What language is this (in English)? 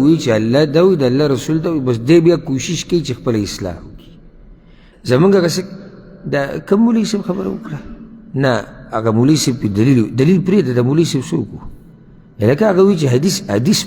Pashto